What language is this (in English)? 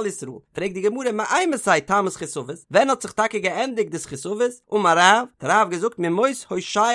Yiddish